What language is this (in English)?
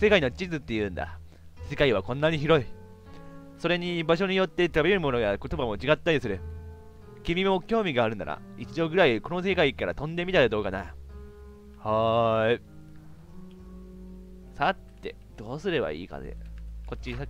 Japanese